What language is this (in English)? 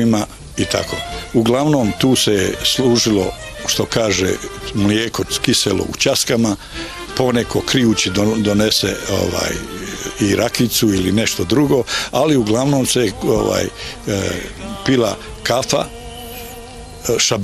Bosnian